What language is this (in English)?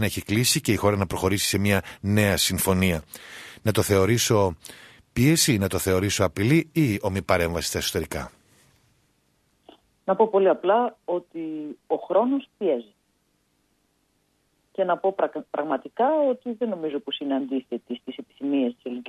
Greek